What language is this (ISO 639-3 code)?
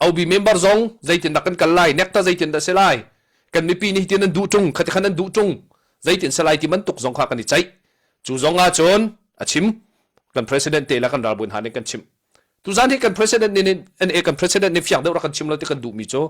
cnh